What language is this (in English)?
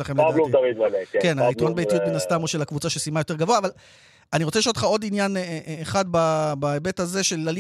Hebrew